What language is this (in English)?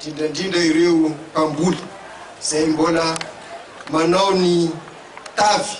Malagasy